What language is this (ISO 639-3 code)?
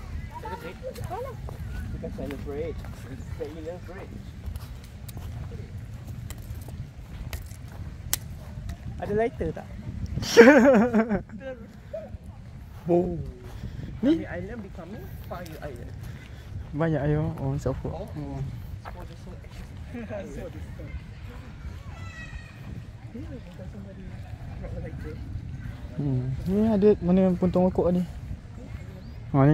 msa